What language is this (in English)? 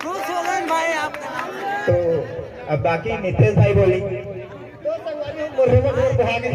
Chhattisgarhi